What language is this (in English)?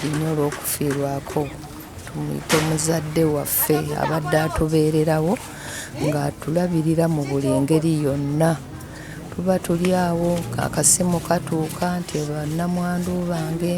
Ganda